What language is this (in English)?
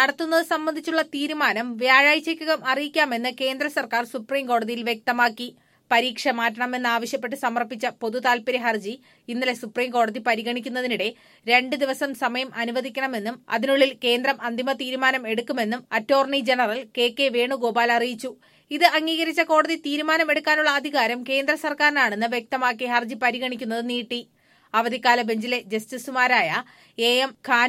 Malayalam